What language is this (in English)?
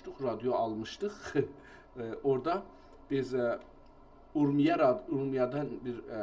South Azerbaijani